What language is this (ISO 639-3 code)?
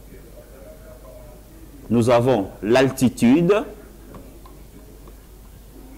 fra